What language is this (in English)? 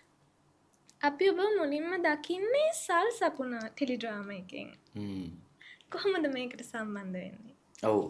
Sinhala